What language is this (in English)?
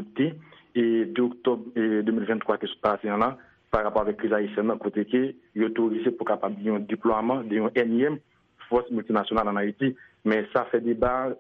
Haitian Creole